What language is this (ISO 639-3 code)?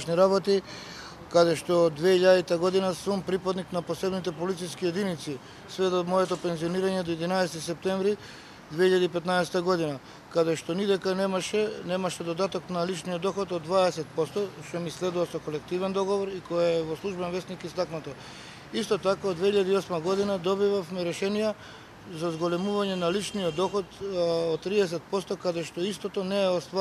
mkd